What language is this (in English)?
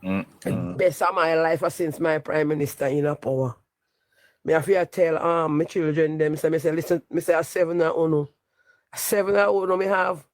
Jamaican Creole English